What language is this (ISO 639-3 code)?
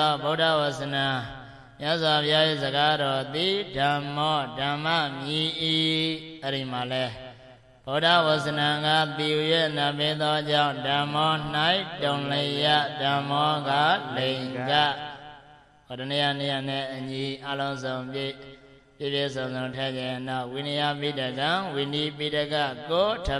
mya